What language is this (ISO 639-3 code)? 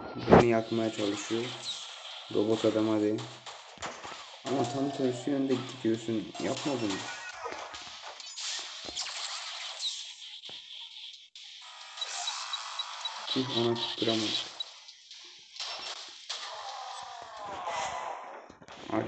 tur